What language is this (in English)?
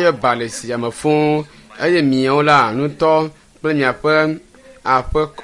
Ewe